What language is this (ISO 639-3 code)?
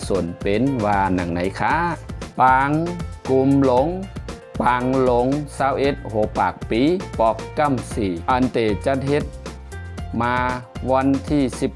shn